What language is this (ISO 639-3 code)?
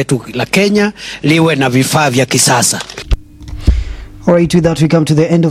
swa